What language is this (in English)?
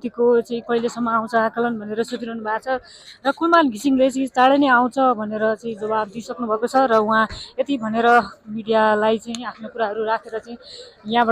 Nepali